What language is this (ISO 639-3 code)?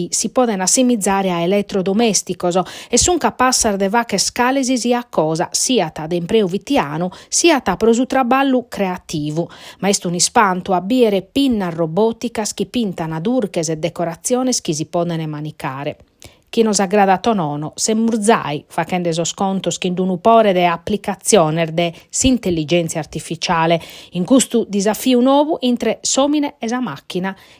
srd